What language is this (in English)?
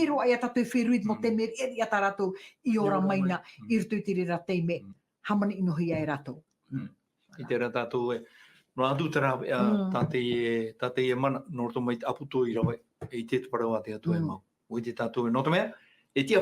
Tahitian